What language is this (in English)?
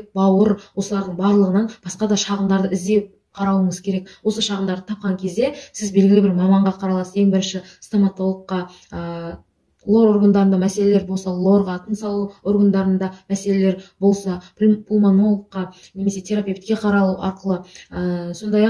Kazakh